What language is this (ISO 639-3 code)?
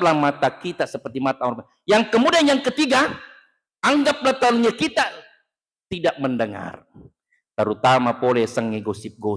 bug